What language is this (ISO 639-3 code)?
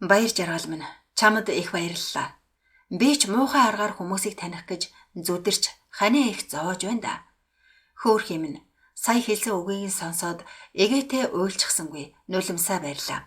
mon